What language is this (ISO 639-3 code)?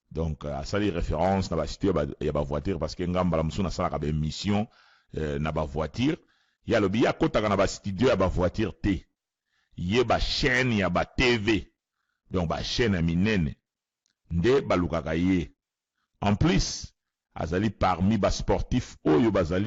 lin